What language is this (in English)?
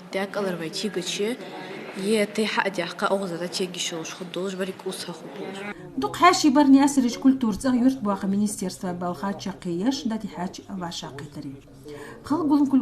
Ingush